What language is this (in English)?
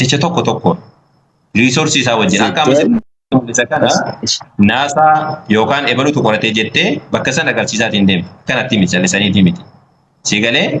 Oromo